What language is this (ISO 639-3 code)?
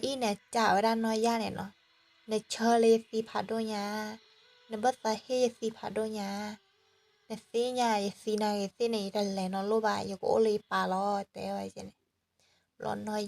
ksw